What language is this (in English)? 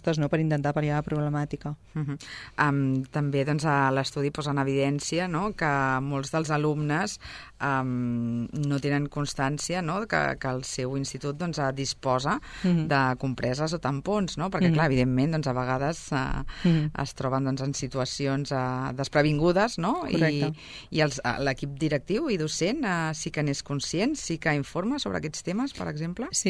Catalan